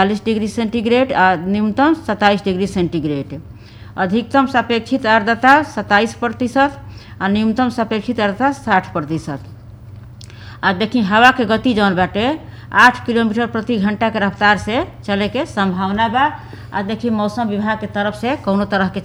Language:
Bhojpuri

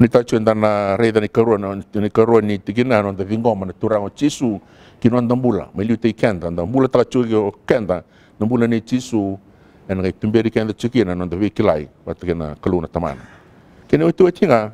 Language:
Fijian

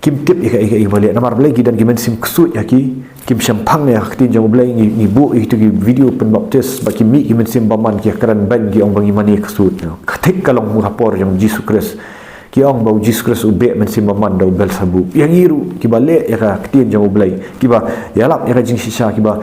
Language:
Khasi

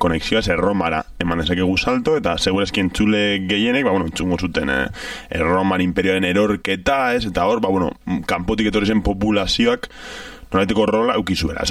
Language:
Basque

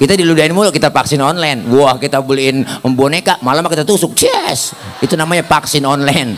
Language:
Betawi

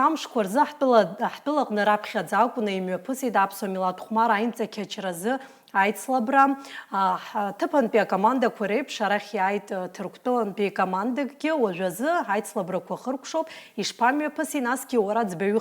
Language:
Abkhazian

